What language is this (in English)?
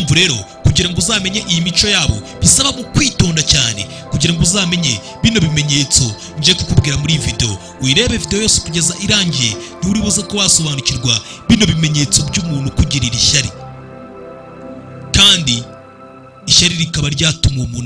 Kinyarwanda